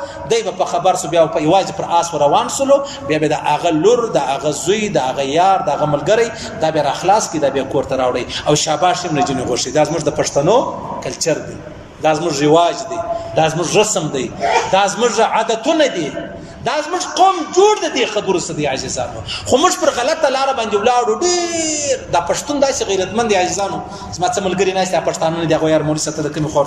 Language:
Pashto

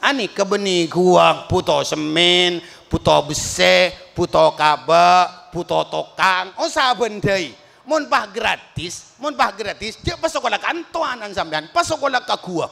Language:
Madurese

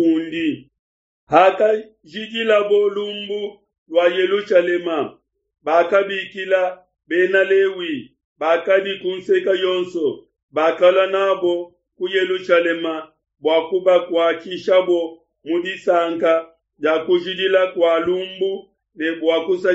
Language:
Luba-Lulua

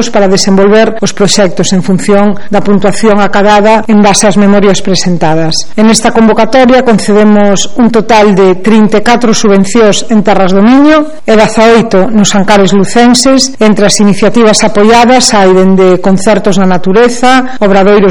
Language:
Galician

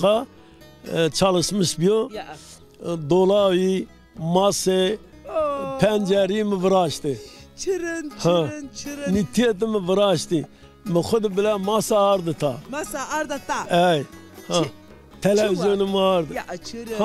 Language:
Zaza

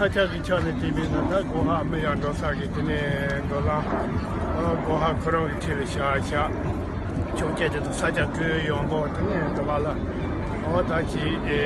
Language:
Tibetan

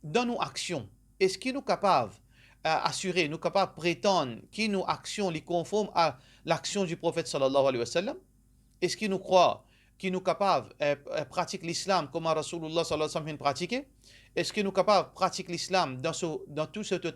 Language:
Morisyen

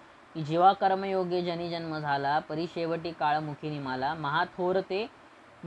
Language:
Marathi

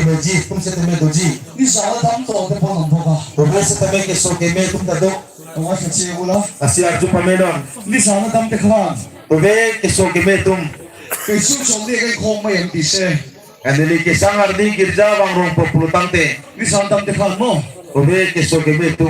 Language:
Karbi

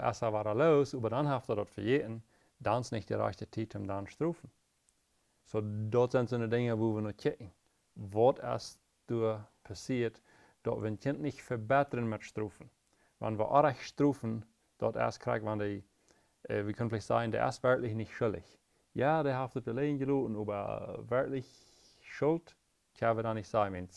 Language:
Plautdietsch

